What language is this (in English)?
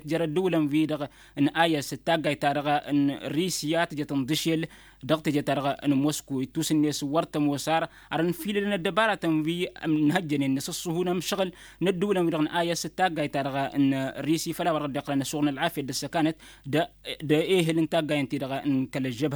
Tamasheq